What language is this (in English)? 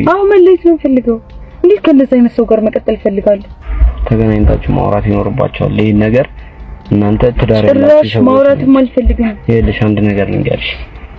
Amharic